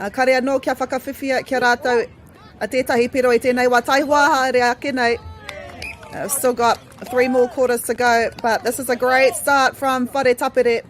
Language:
Māori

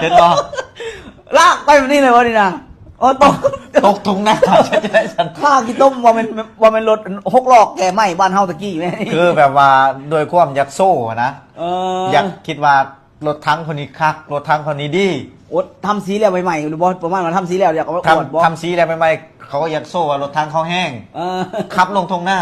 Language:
Lao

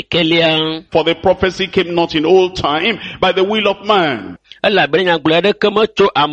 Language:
Ewe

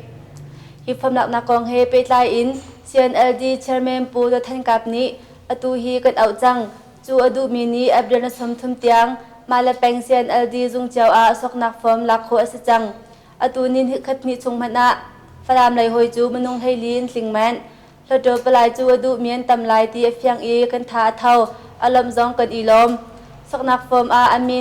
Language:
Hakha Chin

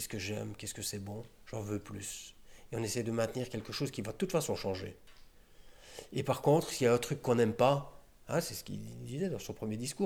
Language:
French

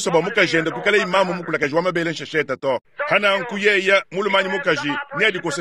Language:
Luba-Lulua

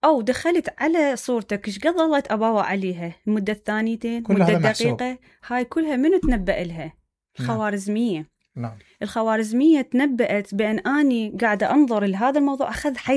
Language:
Mesopotamian Arabic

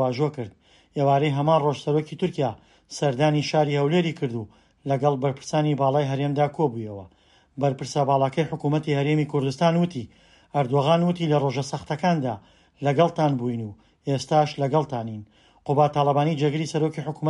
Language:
Central Kurdish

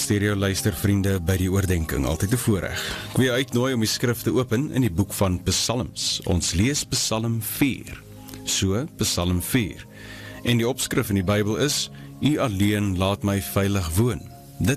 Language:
Afrikaans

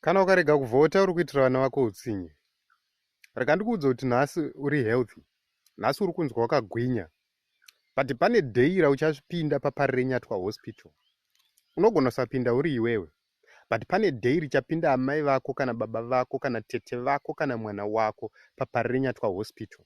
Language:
Shona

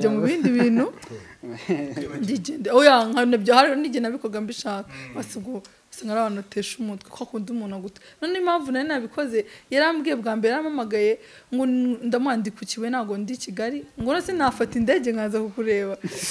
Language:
Kinyarwanda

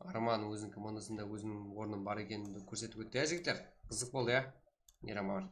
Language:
Kara-Kalpak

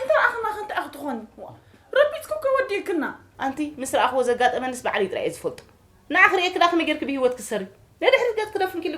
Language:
Tigrinya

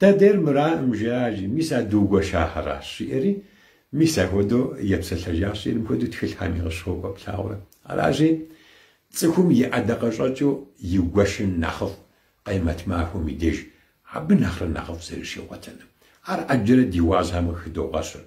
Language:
Kabardian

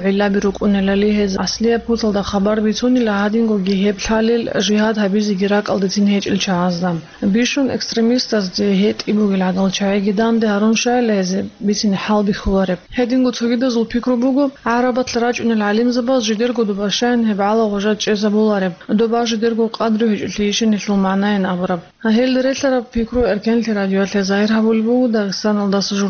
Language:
Avaric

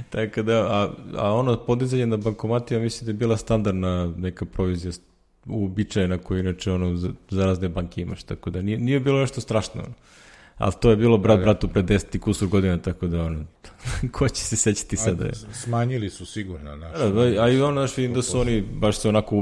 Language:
Serbian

